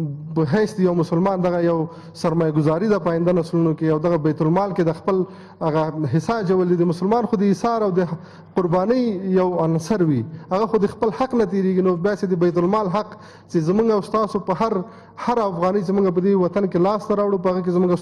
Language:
Pashto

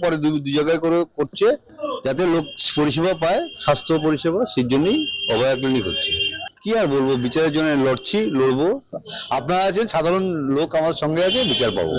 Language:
Bangla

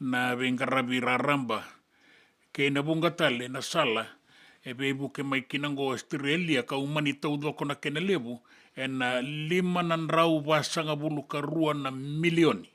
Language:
Fijian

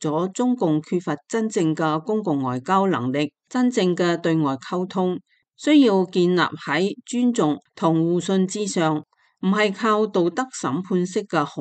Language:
Cantonese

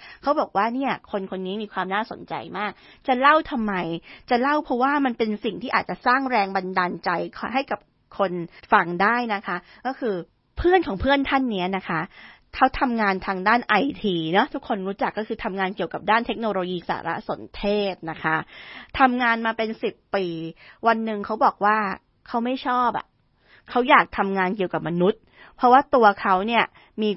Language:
Thai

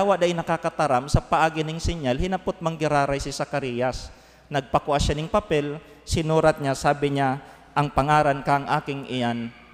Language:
Bikol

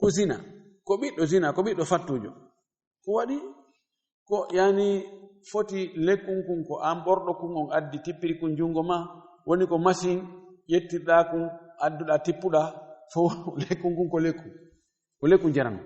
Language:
Fula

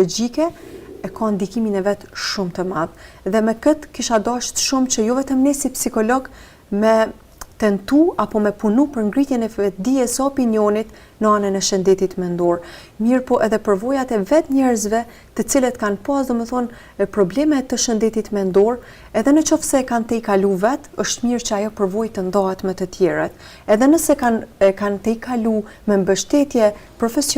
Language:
Albanian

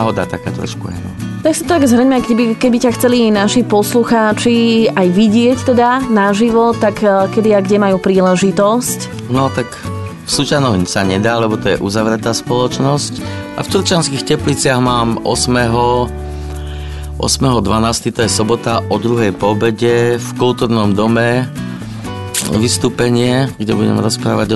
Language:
Slovak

